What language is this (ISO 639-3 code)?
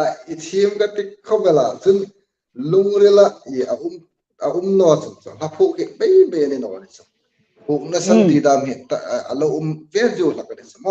hmr